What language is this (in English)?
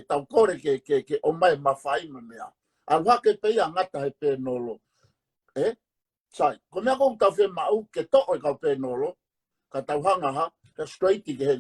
Tongan